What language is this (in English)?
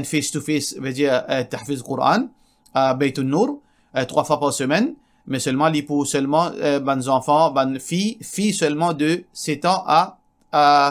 Morisyen